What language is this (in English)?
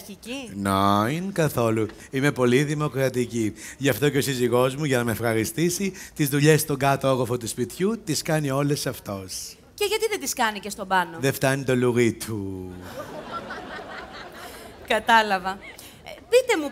Greek